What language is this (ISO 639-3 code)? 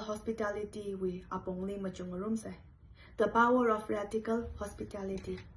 nmf